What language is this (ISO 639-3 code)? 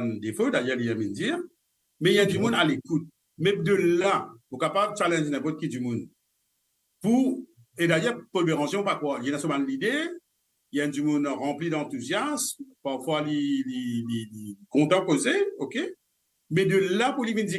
mfe